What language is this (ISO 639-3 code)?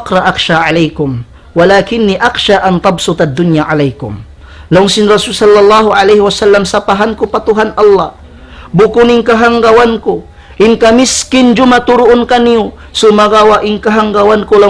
tsg